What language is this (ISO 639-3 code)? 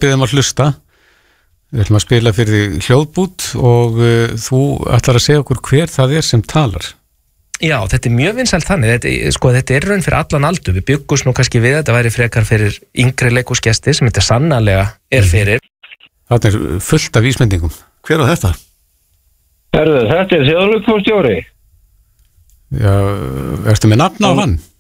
isl